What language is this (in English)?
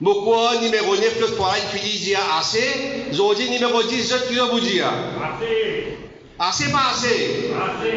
Morisyen